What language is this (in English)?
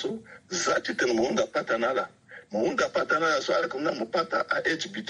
Sango